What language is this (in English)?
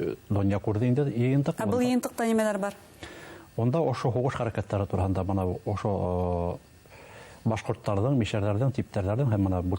Bashkir